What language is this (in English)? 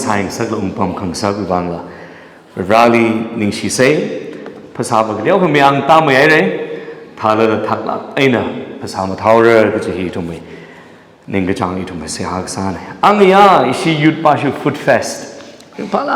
Tangkhul Naga (India)